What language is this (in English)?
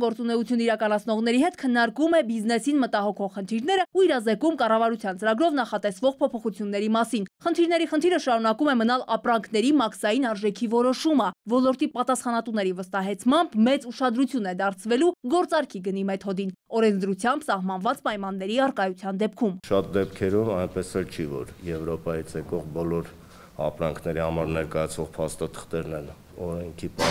Armenian